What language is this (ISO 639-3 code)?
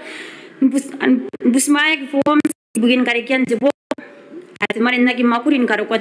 gil